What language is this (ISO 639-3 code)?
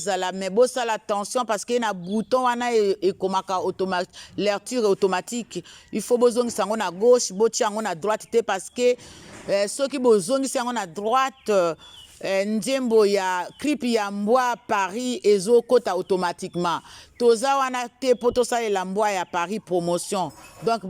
lin